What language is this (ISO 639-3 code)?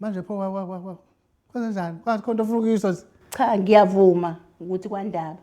zul